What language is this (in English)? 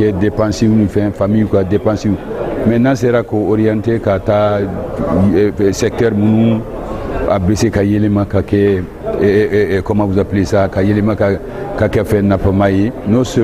Bambara